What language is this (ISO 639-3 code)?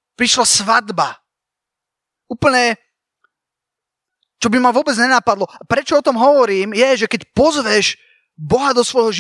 slk